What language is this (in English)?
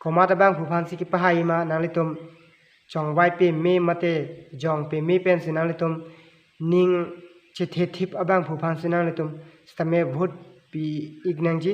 Karbi